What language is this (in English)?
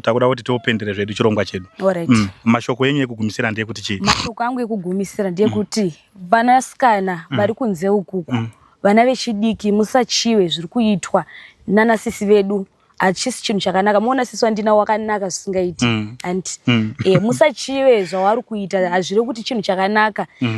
Shona